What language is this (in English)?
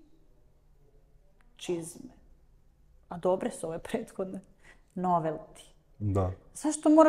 Serbian